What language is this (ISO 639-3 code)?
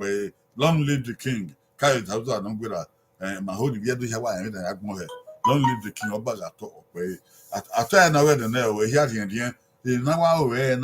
bin